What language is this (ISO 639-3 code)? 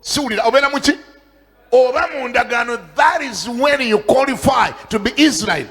lug